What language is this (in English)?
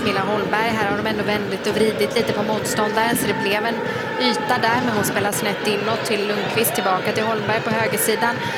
Swedish